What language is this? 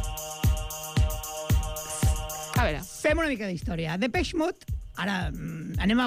Catalan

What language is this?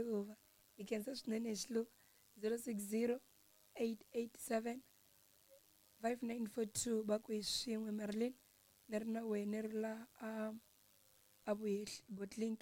Tsonga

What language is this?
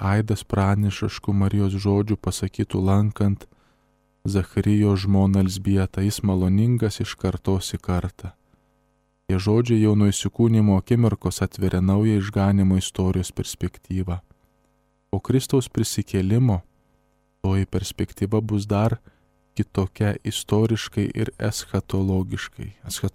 Lithuanian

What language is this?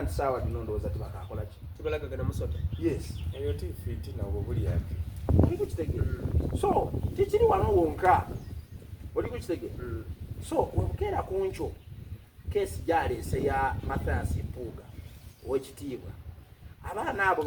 Soga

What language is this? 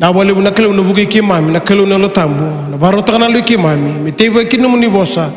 Fijian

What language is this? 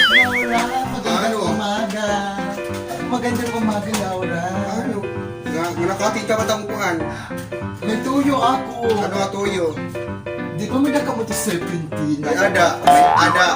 Waray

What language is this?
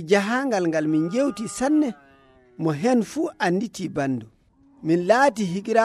Nigerian Fulfulde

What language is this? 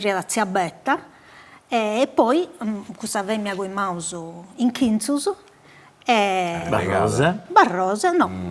Sardinian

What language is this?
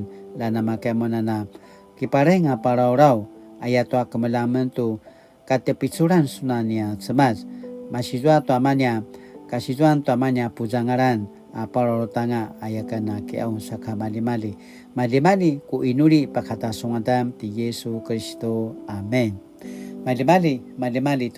Paiwan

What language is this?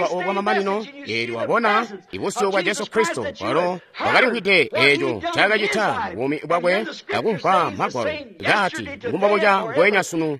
Tonga (Zambia)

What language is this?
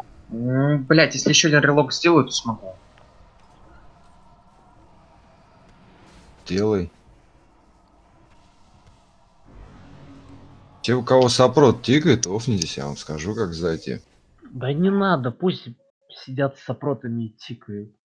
Russian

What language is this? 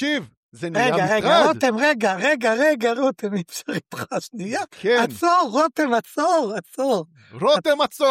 Hebrew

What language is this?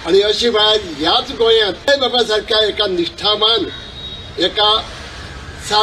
Konkani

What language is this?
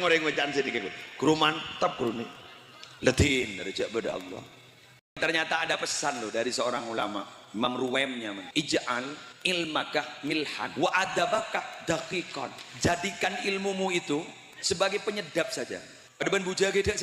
Madurese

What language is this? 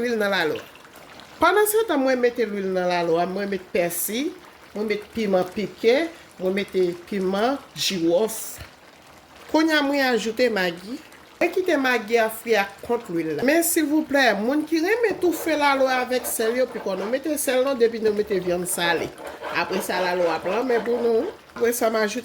Haitian Creole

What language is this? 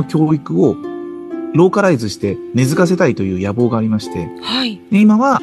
Japanese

